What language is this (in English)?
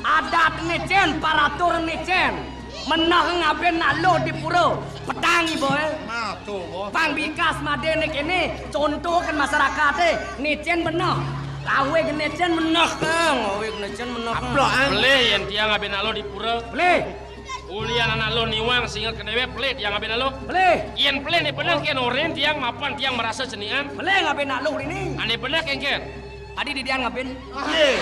Balinese